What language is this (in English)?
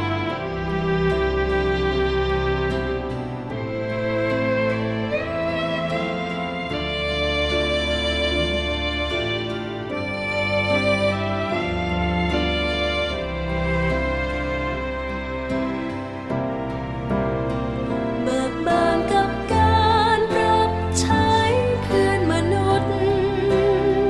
Thai